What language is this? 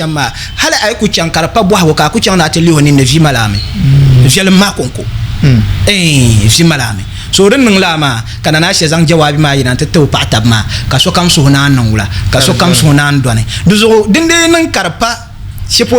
Dagbani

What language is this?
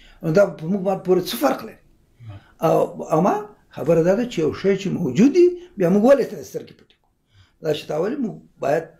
Pashto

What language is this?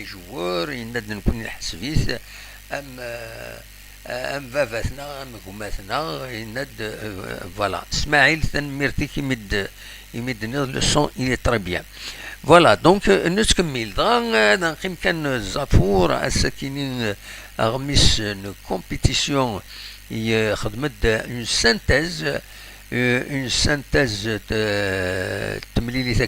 Kabyle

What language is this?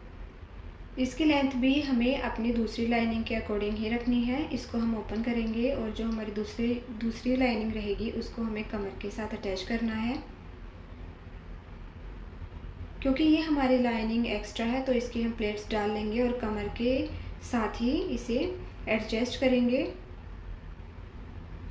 Hindi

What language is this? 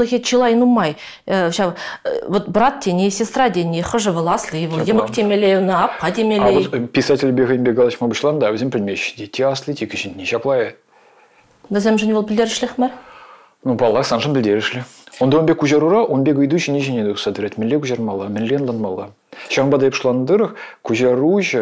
Chuvash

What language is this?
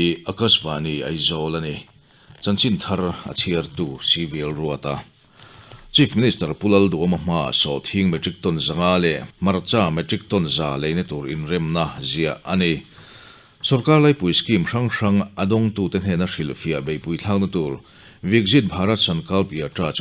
Mizo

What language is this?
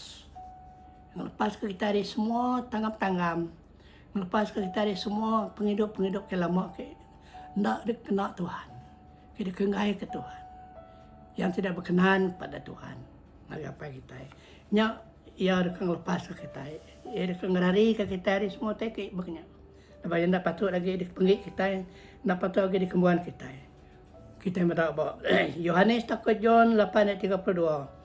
Iban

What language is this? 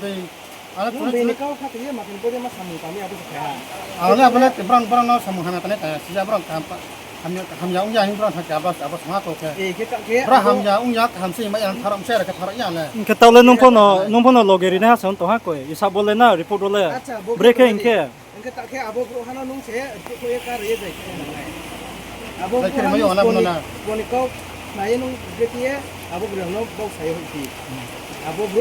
Riang (India)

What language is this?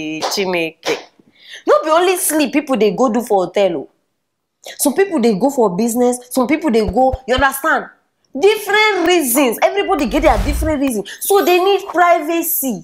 Nigerian Pidgin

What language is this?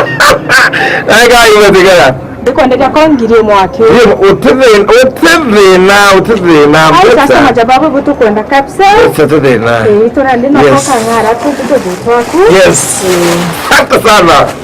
Meru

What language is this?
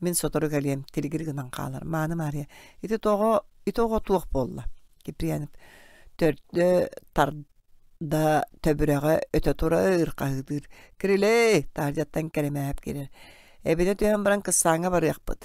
Yakut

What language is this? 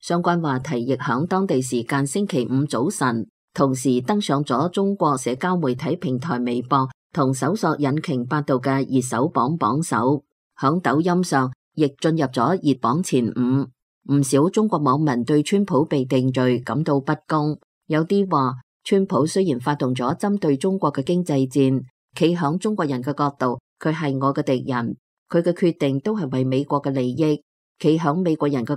Cantonese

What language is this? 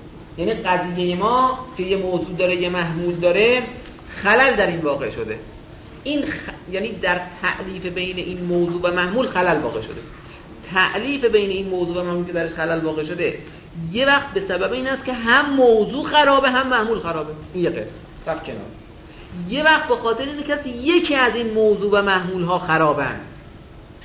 Persian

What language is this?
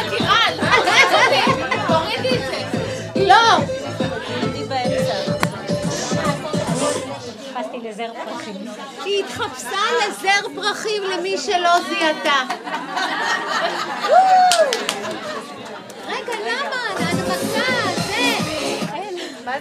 Hebrew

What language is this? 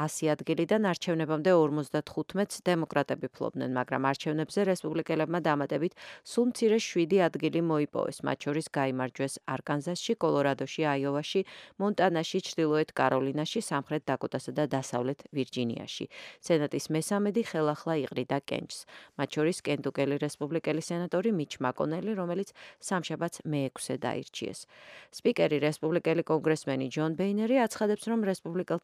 Georgian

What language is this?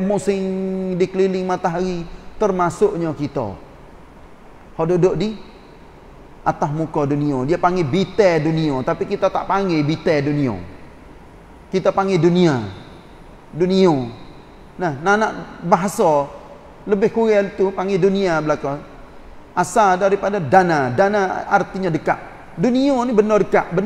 Malay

